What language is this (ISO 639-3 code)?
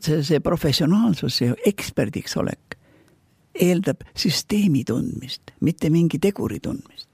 est